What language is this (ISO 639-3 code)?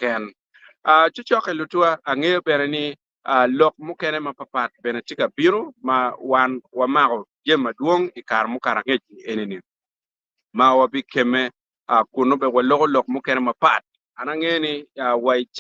ach